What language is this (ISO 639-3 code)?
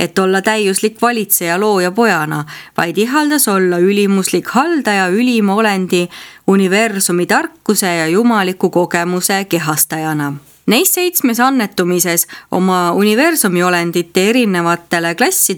est